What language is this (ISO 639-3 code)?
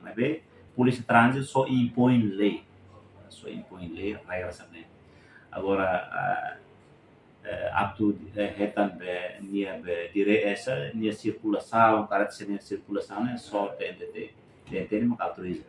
tet